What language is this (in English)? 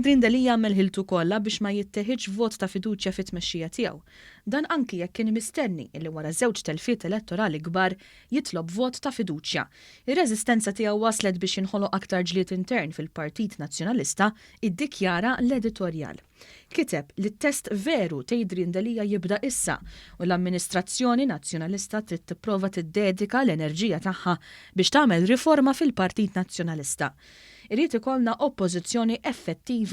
Maltese